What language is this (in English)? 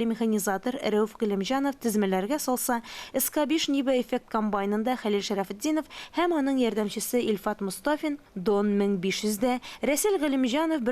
Tatar